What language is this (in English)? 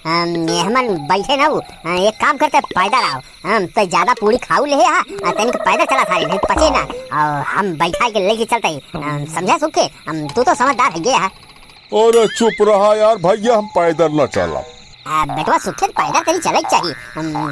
Awadhi